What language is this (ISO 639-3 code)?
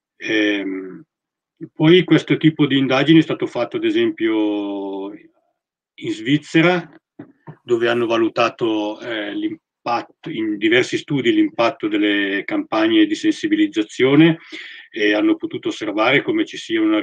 ita